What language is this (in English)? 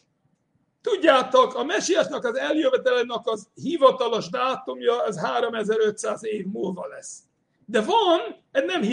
Hungarian